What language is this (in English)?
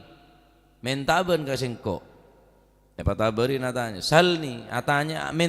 Madurese